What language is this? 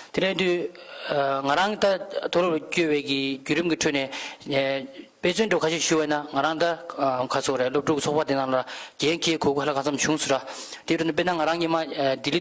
Tibetan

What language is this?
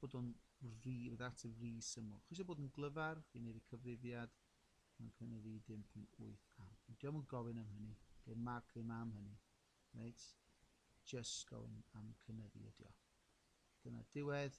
Welsh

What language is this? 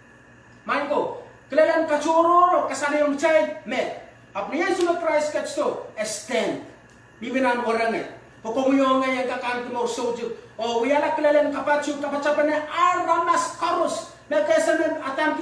Pohnpeian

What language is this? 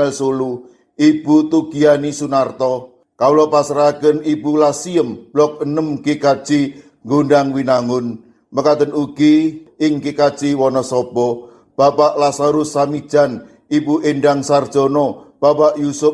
Javanese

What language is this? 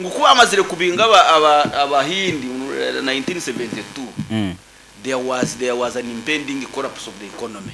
Nyoro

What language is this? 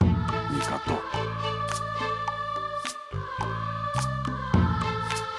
Japanese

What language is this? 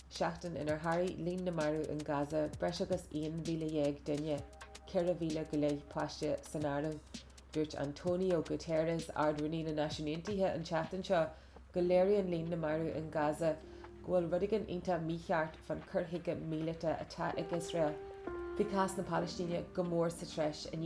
Irish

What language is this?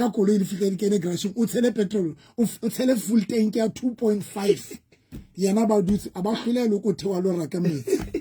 Southern Sotho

